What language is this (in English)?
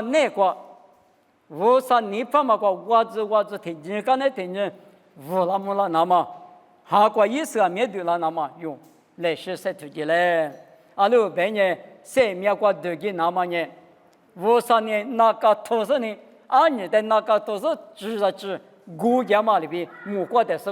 Lisu